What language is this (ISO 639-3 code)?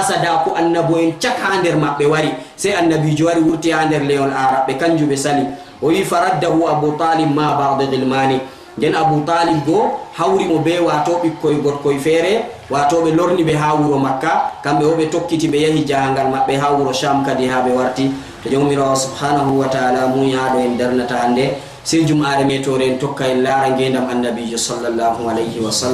ful